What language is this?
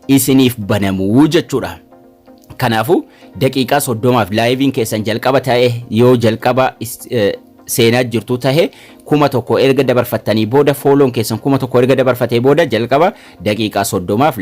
Oromo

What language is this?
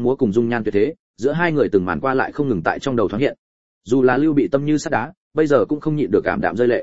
Vietnamese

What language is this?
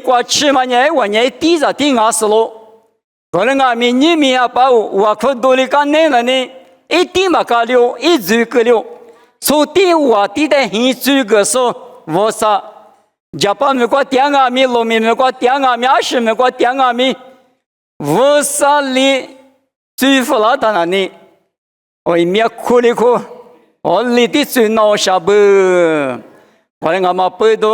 Lisu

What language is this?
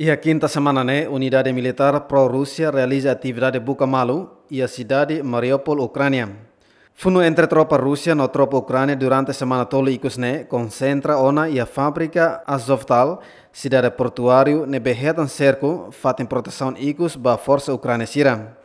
Tetum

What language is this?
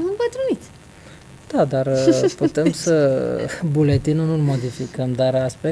Romanian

